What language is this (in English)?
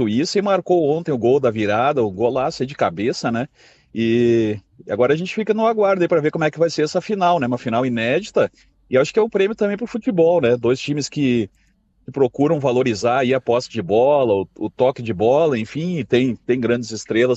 Portuguese